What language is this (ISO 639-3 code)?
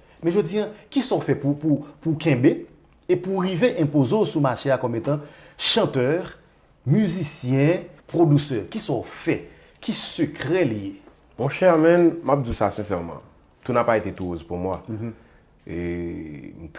hat